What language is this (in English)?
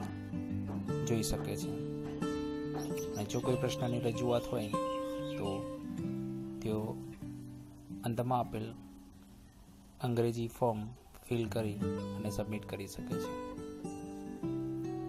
Gujarati